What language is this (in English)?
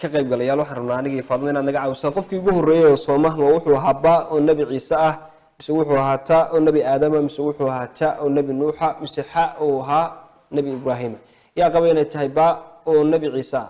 Somali